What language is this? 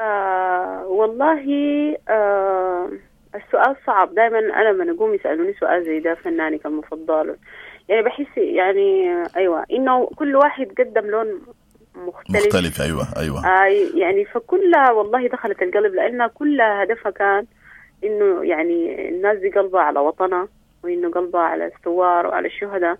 Sudanese Arabic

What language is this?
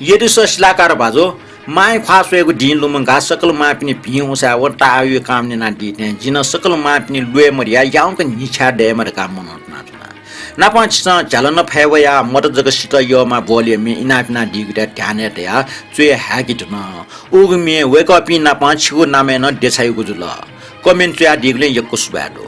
Newari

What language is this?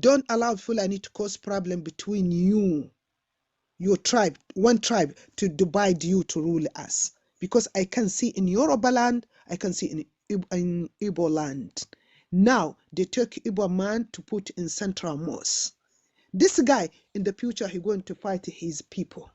Yoruba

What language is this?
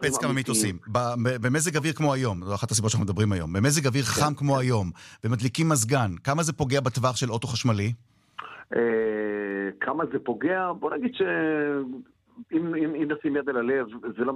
Hebrew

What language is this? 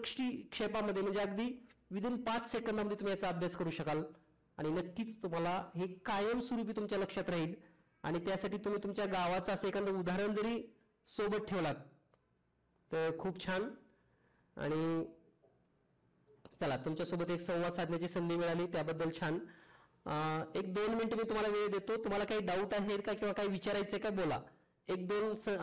Marathi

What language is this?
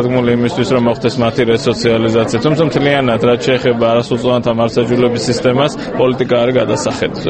Georgian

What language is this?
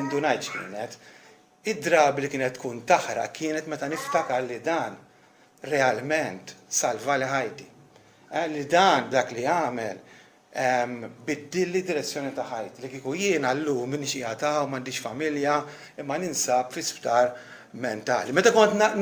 Maltese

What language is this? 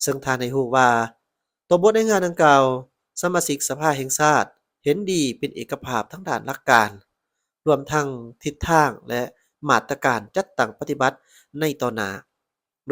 Lao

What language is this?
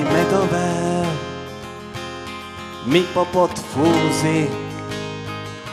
Slovak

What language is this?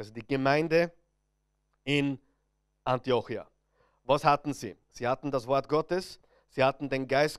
German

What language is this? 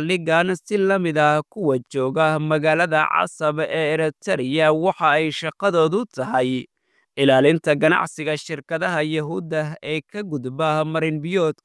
Somali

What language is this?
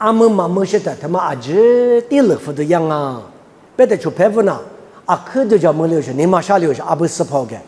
Lisu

